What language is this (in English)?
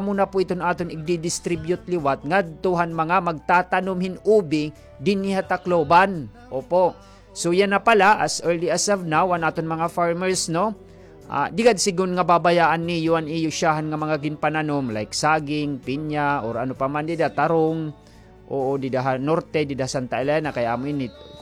Waray